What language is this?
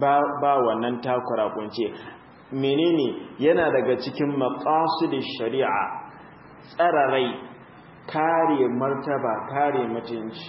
Hausa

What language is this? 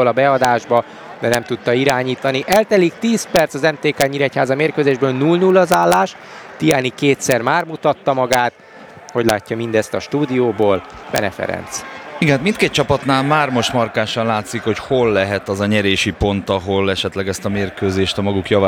Hungarian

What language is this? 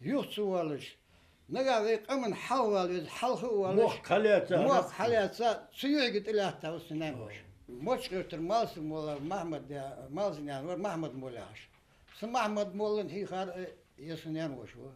Ingush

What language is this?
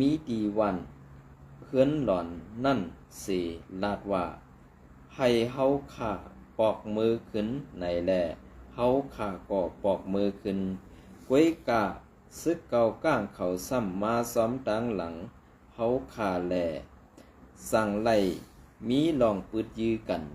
Shan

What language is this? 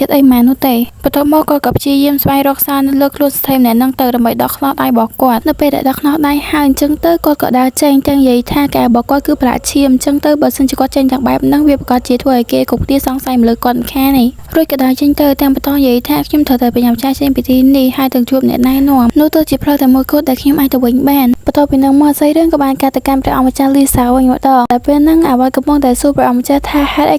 Khmer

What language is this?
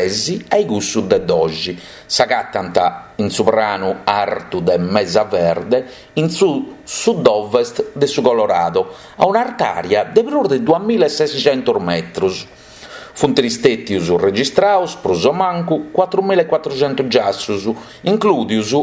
Sardinian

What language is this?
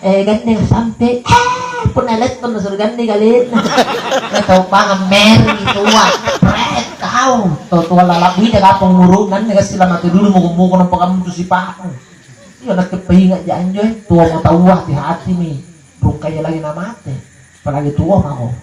Makasar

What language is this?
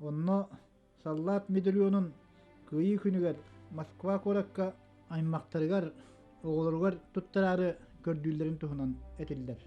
Yakut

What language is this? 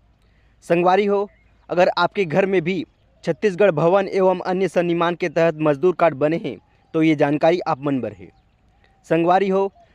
Chhattisgarhi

